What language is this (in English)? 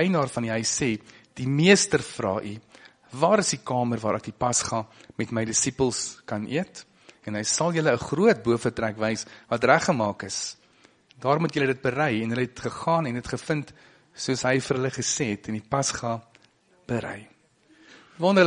Afrikaans